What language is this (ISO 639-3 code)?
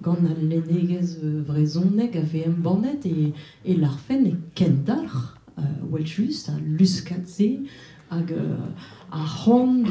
bre